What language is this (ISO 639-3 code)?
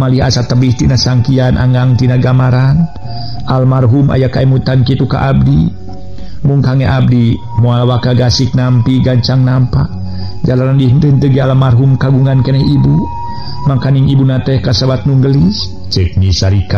sun